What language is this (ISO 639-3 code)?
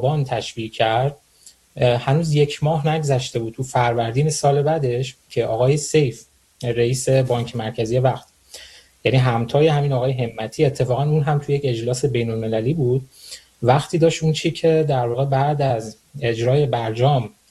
fas